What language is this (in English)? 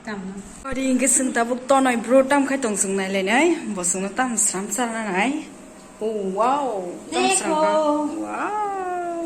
Kok Borok